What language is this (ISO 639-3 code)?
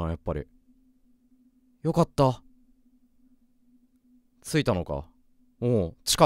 jpn